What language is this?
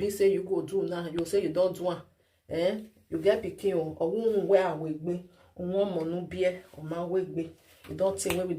Nigerian Pidgin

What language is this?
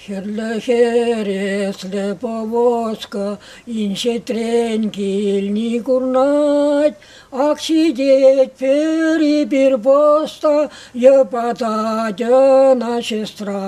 Chuvash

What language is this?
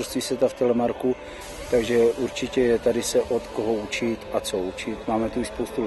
Czech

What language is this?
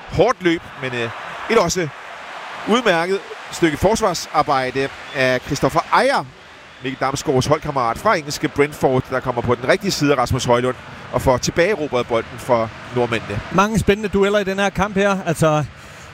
Danish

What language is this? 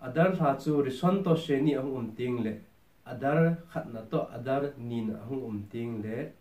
Thado Chin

